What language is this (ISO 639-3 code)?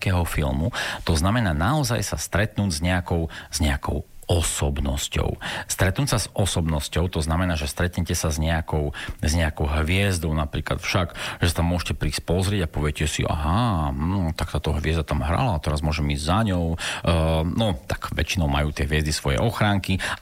slk